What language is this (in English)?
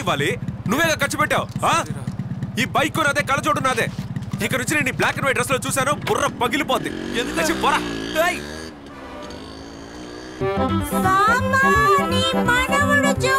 Telugu